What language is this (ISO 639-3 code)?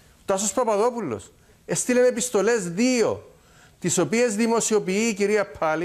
ell